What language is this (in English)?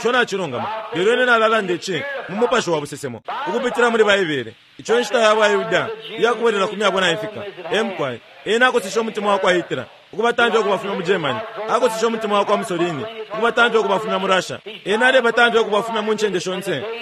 Bemba